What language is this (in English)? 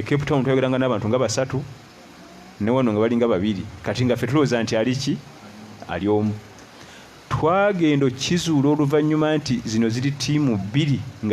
Ganda